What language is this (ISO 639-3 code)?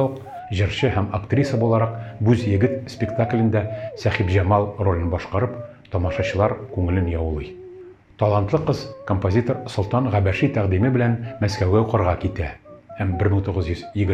tat